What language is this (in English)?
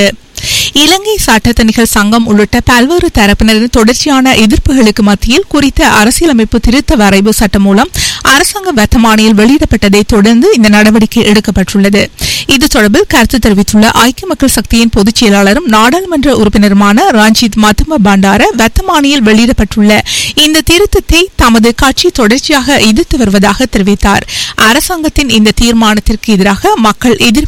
Tamil